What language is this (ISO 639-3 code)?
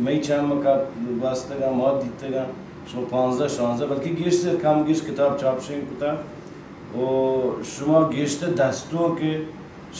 bal